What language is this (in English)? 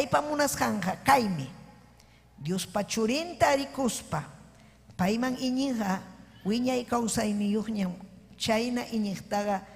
Ayacucho Quechua